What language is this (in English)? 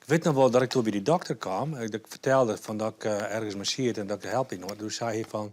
Western Frisian